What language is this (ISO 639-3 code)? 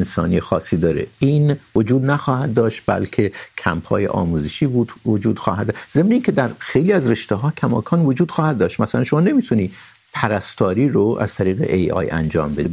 fas